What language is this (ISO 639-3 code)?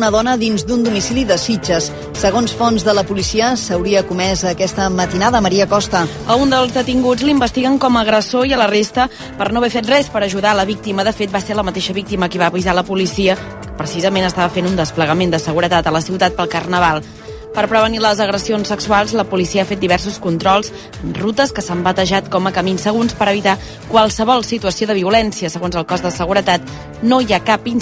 cat